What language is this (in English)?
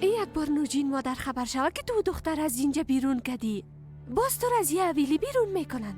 Persian